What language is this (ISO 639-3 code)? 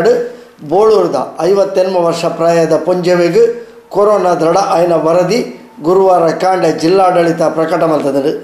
tcy